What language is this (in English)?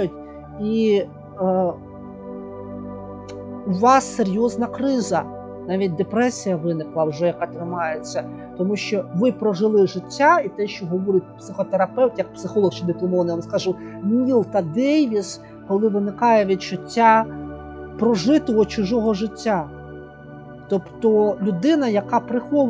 Ukrainian